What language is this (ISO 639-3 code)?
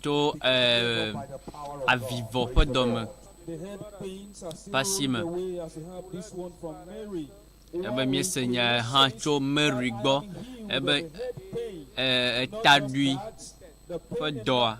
ewe